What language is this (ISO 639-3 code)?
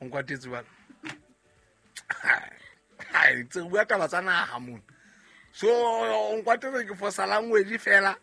sot